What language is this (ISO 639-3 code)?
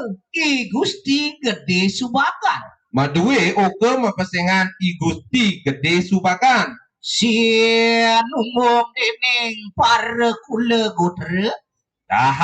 ban